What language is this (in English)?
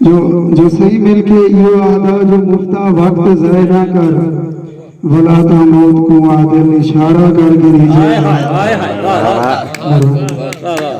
Saraiki